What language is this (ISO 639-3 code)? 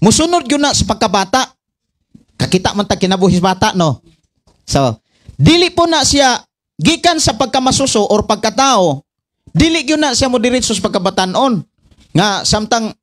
ceb